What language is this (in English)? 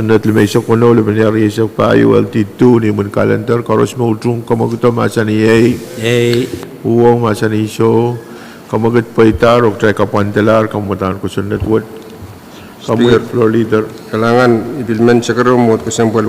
Pohnpeian